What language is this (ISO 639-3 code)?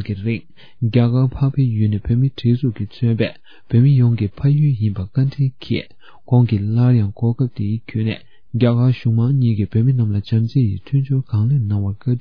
bod